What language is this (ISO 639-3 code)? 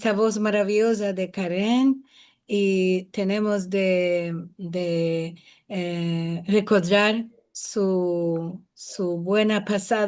lad